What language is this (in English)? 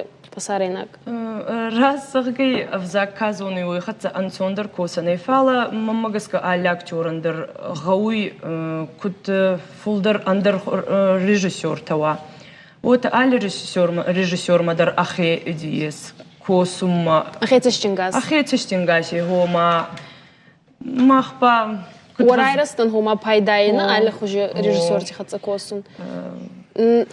Ossetic